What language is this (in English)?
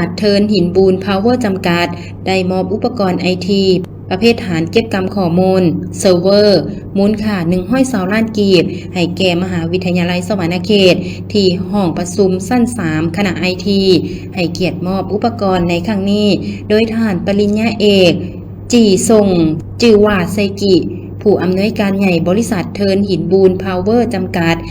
Lao